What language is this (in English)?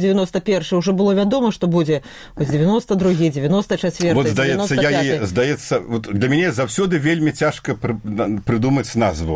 Belarusian